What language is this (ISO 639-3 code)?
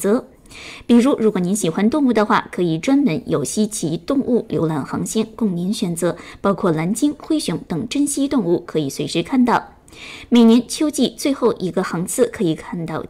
zho